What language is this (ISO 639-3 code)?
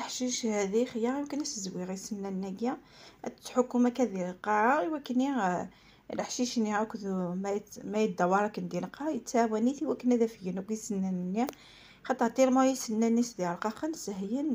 kab